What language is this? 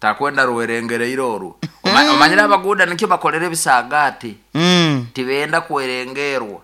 Nyoro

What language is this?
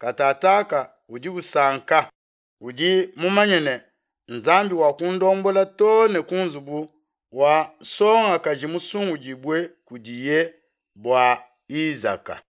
Luba-Lulua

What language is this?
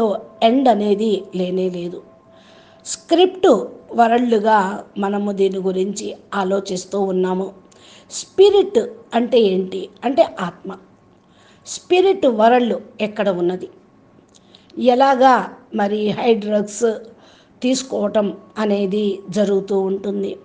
Telugu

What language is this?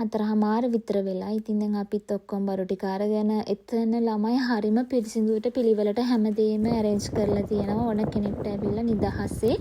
Sinhala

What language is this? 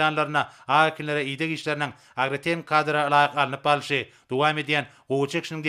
Turkmen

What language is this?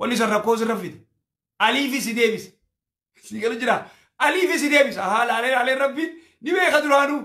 Oromo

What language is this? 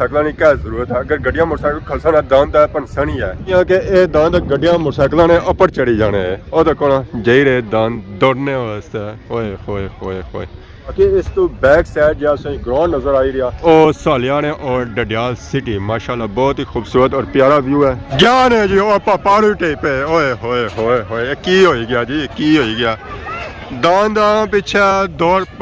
Pahari-Potwari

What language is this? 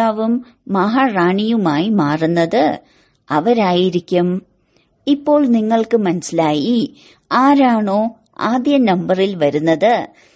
Malayalam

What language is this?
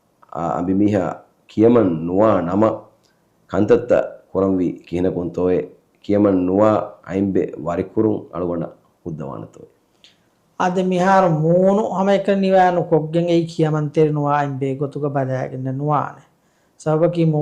Divehi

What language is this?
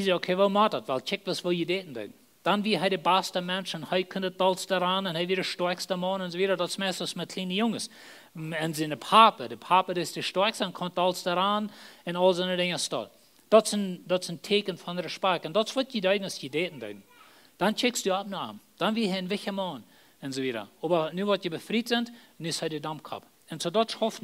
Plautdietsch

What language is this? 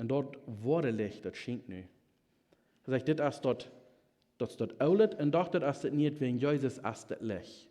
Plautdietsch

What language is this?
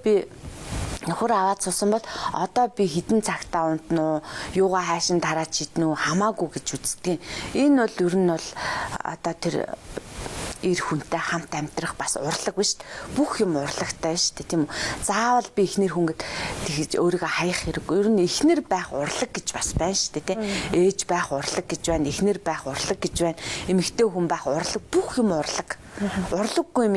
Mongolian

